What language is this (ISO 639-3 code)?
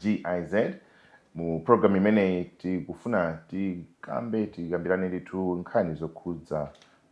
nya